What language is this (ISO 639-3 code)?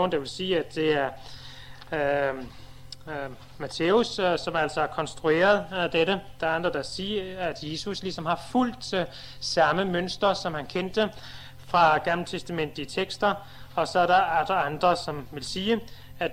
dan